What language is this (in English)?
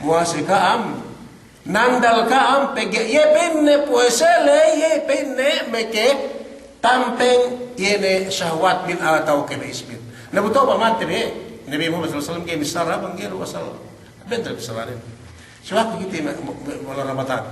Yakan